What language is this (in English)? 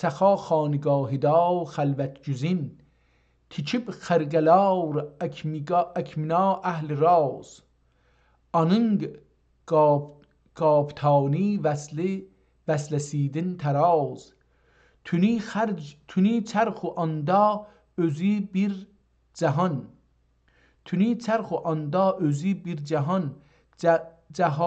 South Azerbaijani